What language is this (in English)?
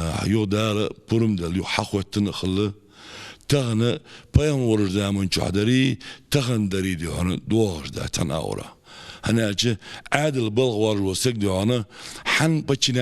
Ingush